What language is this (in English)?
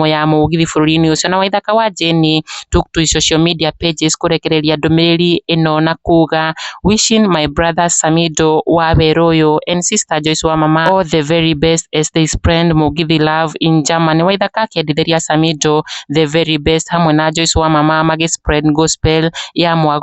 Kikuyu